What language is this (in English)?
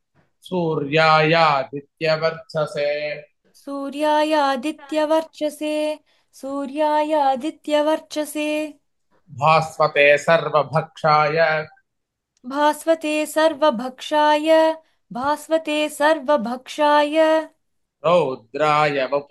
Sanskrit